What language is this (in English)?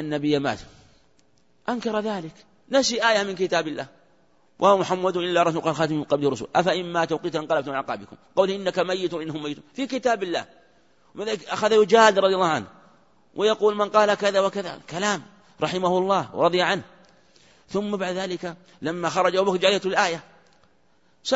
Arabic